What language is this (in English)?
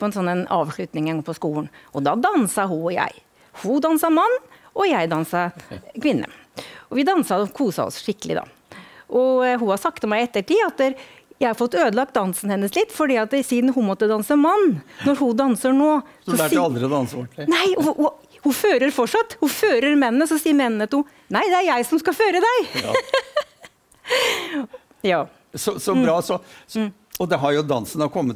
Norwegian